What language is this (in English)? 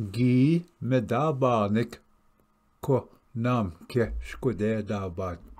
Ojibwa